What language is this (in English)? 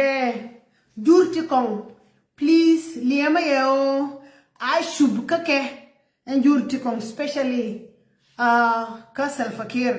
Nuer